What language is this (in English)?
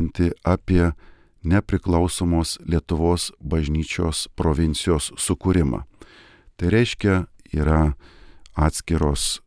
Lithuanian